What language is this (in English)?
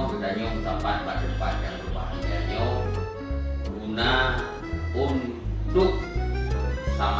Achinese